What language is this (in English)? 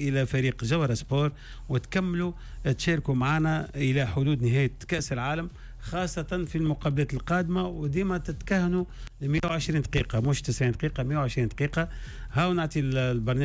Tunisian Arabic